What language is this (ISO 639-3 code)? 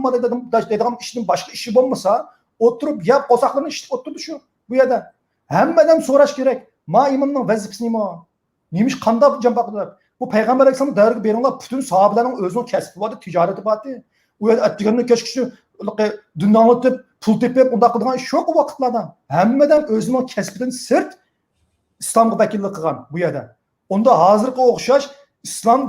uig